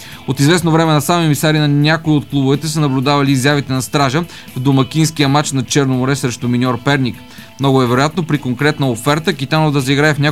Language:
Bulgarian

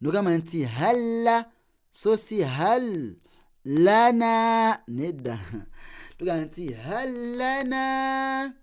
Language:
Ganda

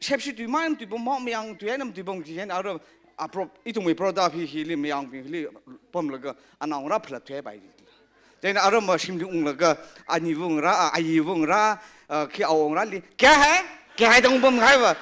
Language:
Tangkhul Naga (India)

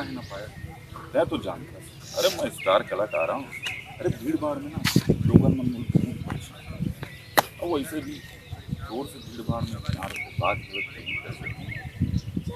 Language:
Chhattisgarhi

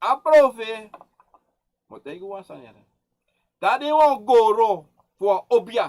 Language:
Sranan Tongo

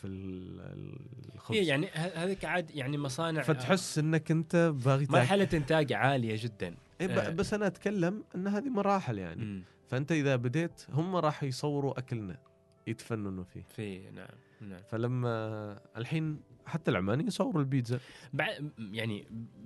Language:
Gulf Arabic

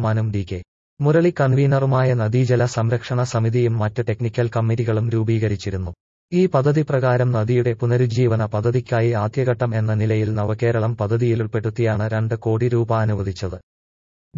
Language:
Malayalam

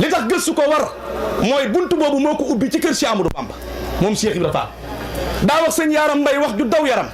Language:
Wolof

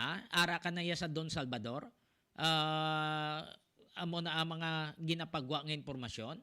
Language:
Hiligaynon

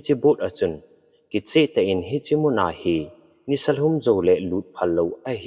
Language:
Thado Chin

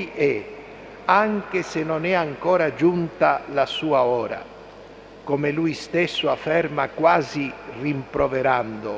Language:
Italian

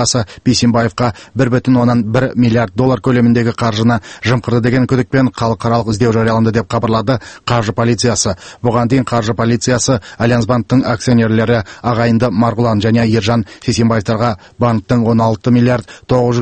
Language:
Kazakh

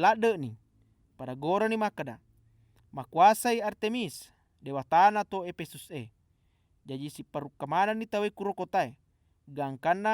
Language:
Buginese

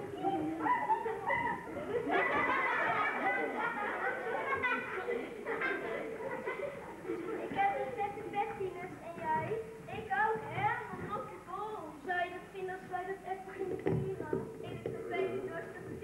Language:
Dutch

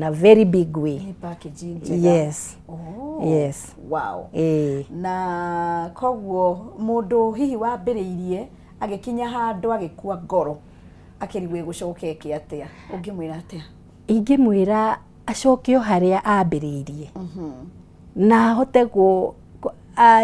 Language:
Kikuyu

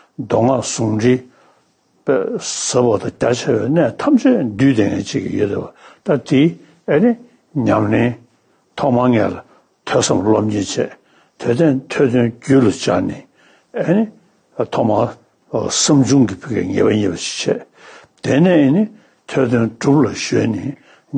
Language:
Tibetan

